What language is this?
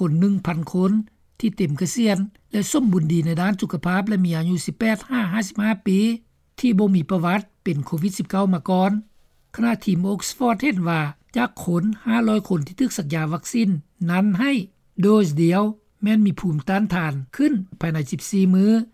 Lao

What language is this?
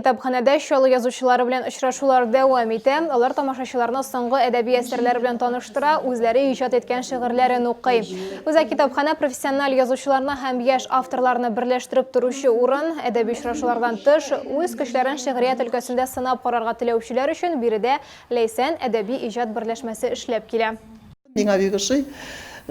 Tatar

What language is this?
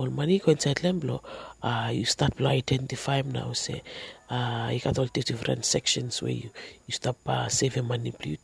Bislama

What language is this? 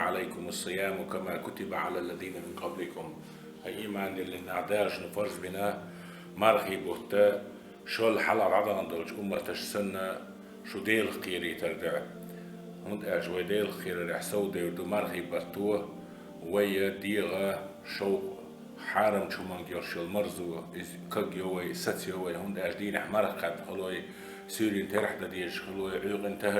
Chechen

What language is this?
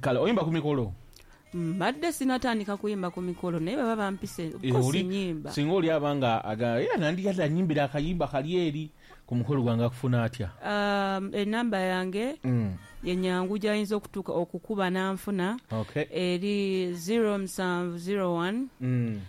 Ganda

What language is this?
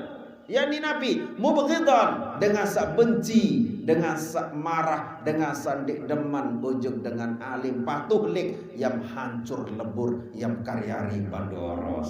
Sasak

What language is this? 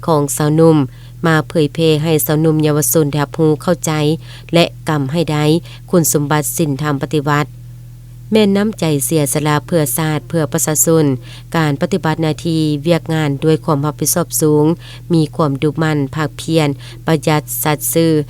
Lao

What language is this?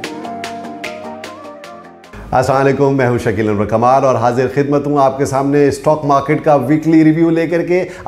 Hindi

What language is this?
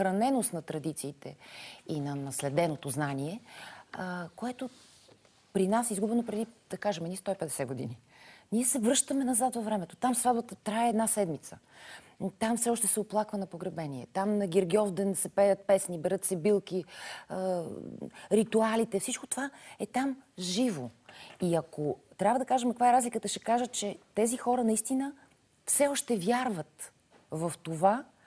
Bulgarian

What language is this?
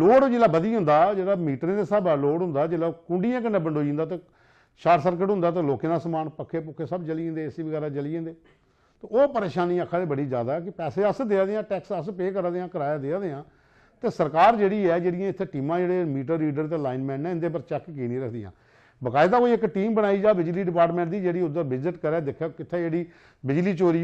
Dogri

